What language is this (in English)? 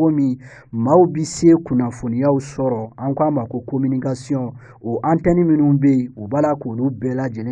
Bambara